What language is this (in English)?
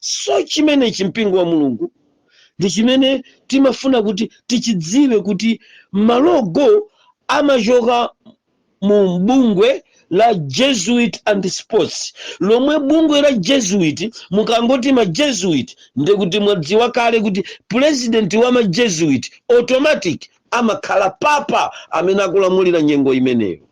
Nyanja